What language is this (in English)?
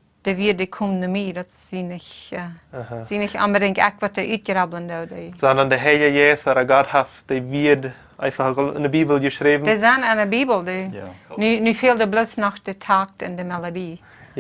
Plautdietsch